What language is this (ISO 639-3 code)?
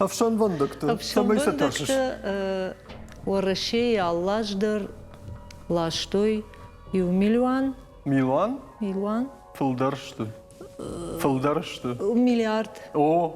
oss